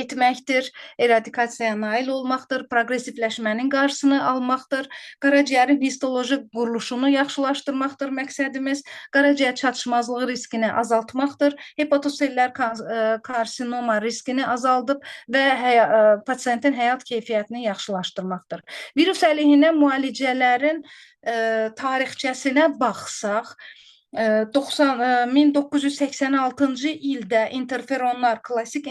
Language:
Azerbaijani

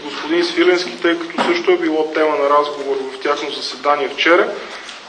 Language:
Bulgarian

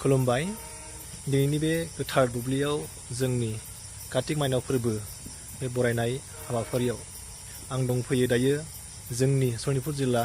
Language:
Bodo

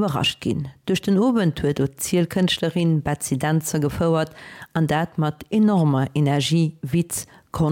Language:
Luxembourgish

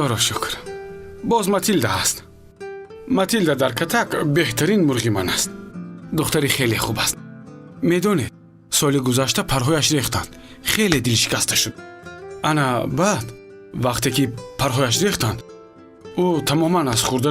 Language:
Tajik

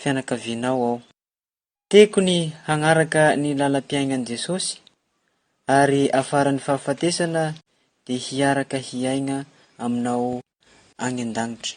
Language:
Malagasy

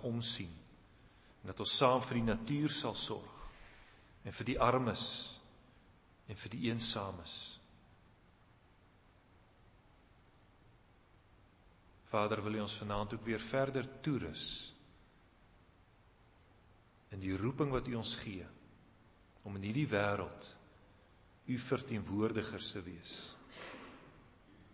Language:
Afrikaans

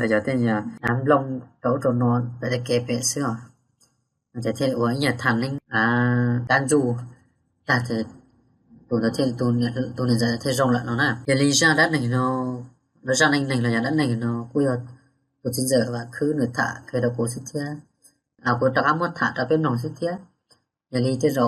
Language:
Hmong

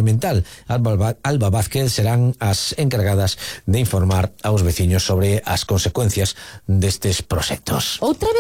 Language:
Galician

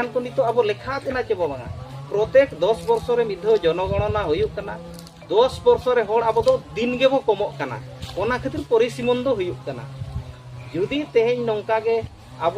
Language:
Santali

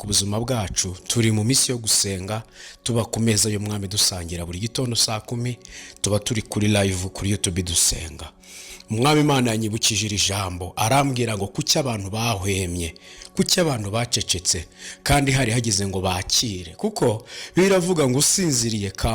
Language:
Kinyarwanda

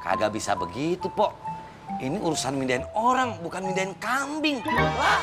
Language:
Betawi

